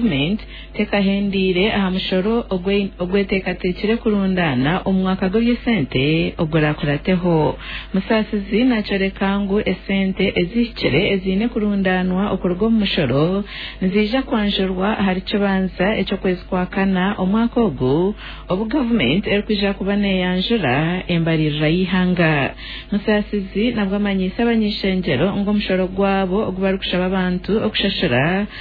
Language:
Nyankole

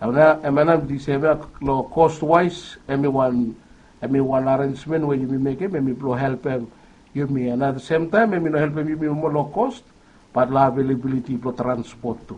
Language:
Bislama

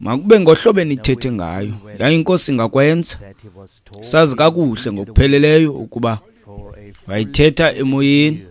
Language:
Xhosa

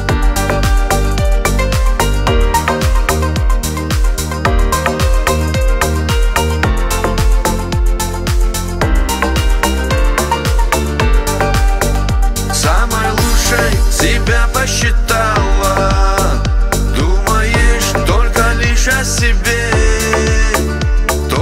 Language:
Russian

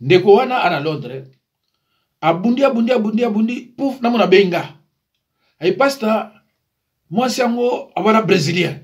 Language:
Lingala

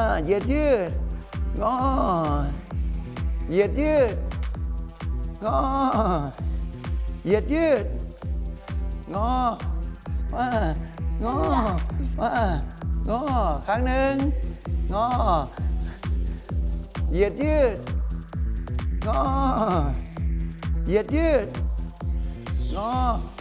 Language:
Thai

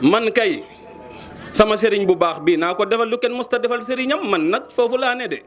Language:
Wolof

